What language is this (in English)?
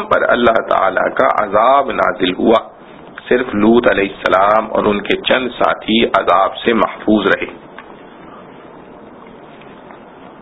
Urdu